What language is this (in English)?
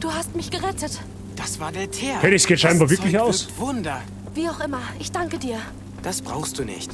Bavarian